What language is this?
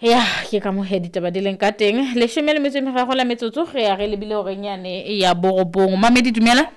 Southern Sotho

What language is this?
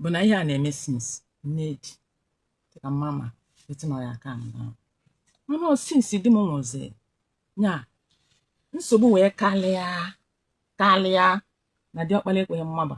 Igbo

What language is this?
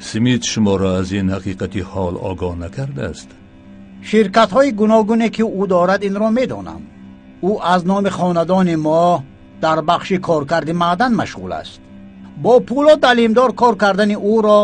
Tajik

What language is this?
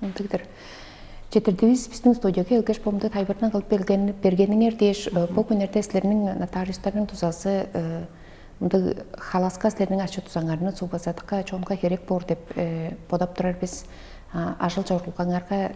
Tuvinian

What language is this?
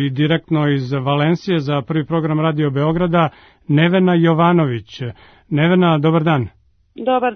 Serbian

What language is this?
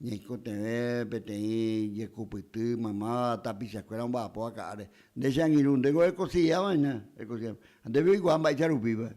Guarani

